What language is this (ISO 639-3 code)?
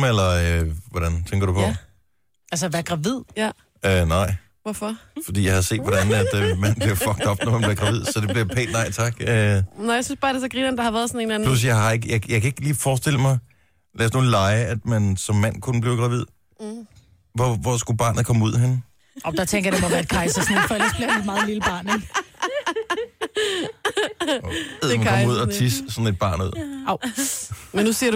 dan